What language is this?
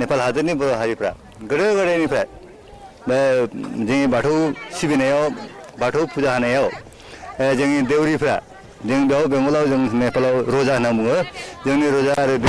Bodo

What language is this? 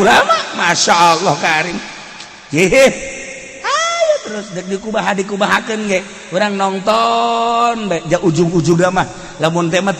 Sundanese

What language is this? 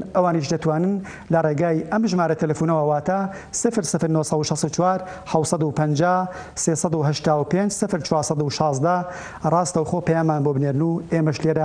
Central Kurdish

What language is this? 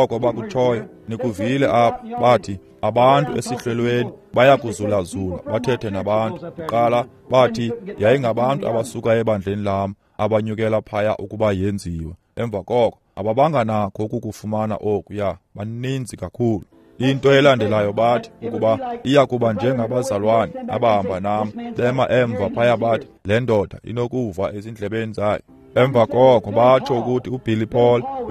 Xhosa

